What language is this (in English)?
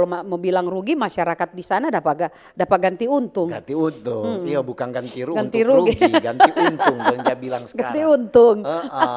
Manado Malay